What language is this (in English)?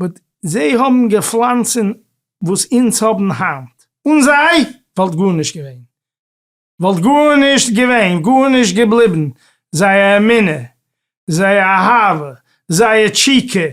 Yiddish